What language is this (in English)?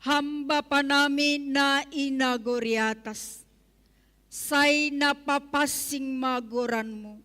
Batak Simalungun